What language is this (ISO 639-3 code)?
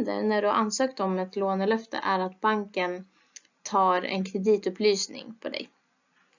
swe